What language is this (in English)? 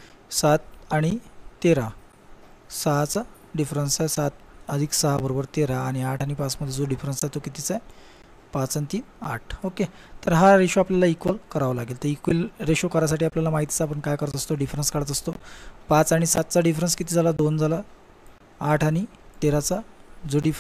Marathi